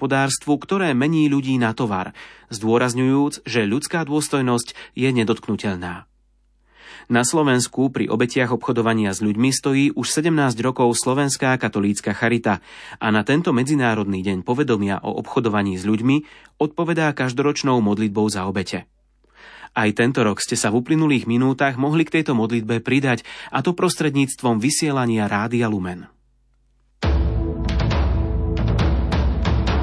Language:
Slovak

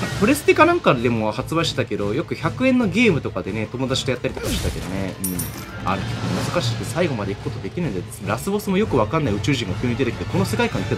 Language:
Japanese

